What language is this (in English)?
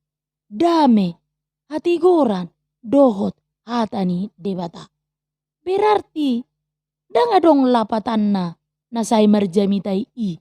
Batak Toba